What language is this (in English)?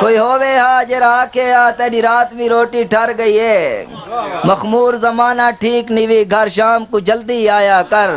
Saraiki